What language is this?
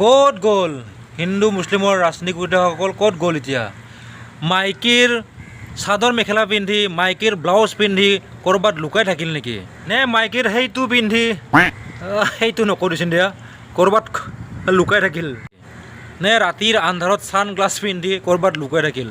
Assamese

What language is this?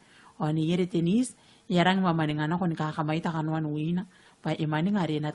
Gilbertese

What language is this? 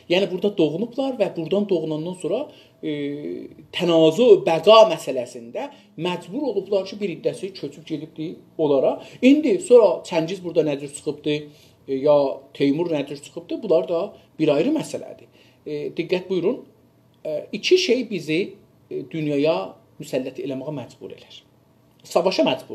South Azerbaijani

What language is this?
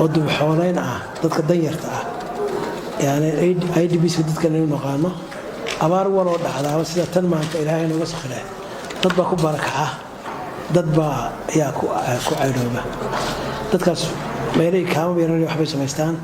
Somali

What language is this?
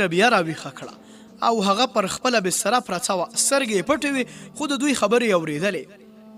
Pashto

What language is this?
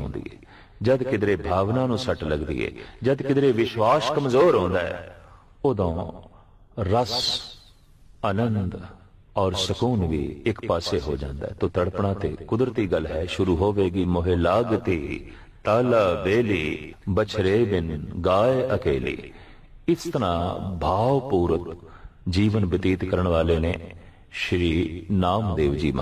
Punjabi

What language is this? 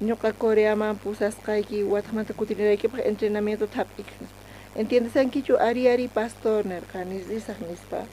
South Bolivian Quechua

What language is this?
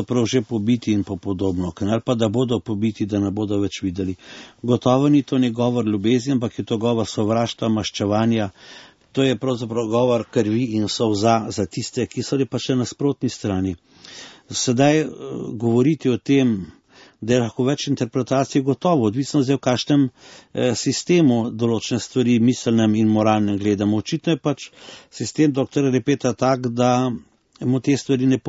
Slovenian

